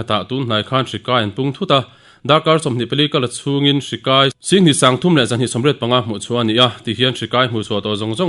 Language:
Mizo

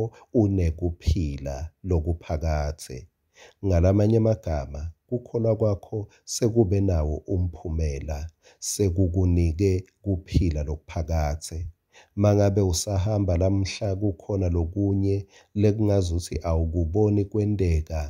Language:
Swati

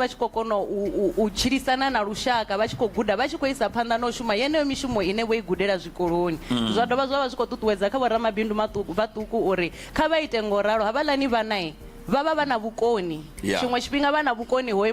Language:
Venda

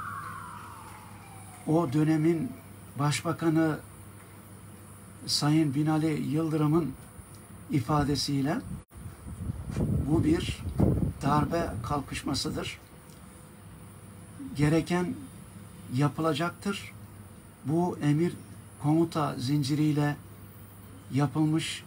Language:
Turkish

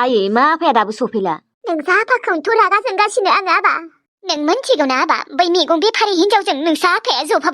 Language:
Bodo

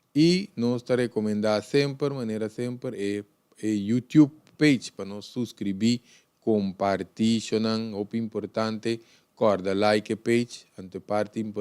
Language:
Papiamento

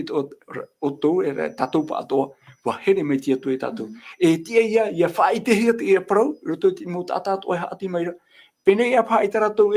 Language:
Tahitian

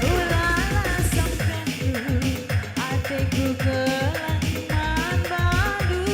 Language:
Batak Karo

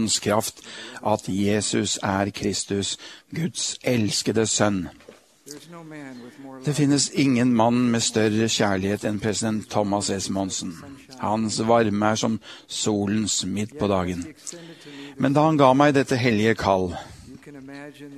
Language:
Norwegian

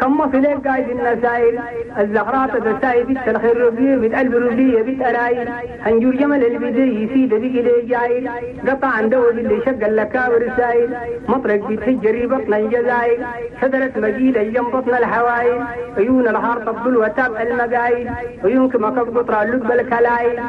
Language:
Chadian Arabic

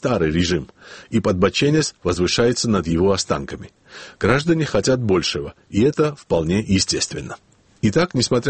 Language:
Russian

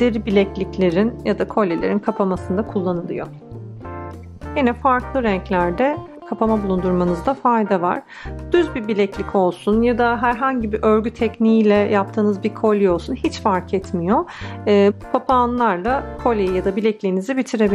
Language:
Turkish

